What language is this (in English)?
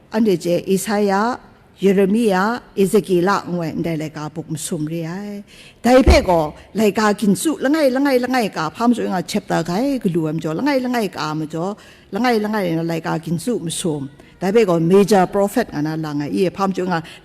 Kachin